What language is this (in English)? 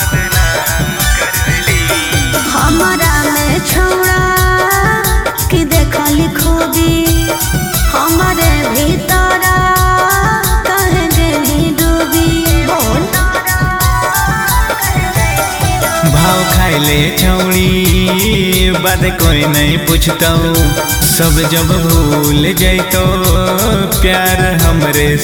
Bhojpuri